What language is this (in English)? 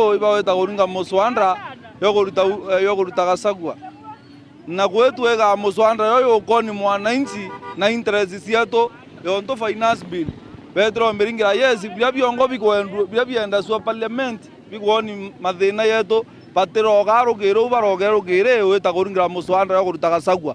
Meru